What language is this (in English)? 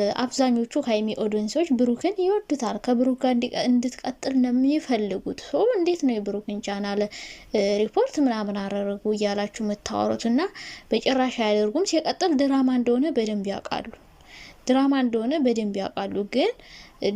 Amharic